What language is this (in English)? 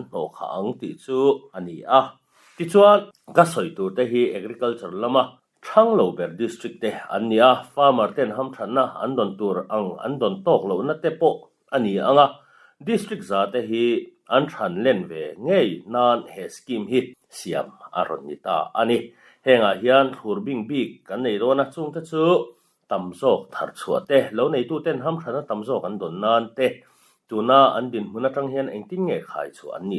Mizo